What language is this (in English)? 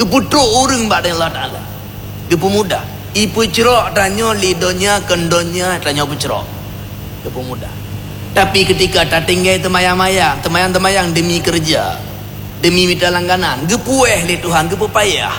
Achinese